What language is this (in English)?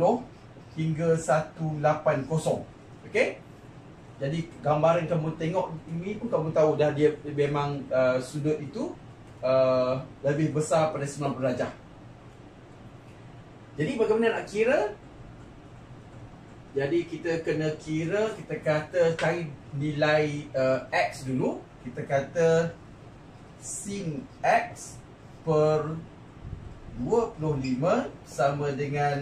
Malay